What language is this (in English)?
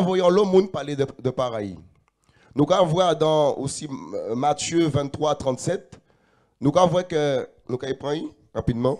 Guadeloupean Creole French